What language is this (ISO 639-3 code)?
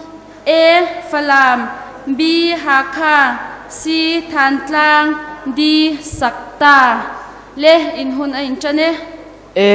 cnh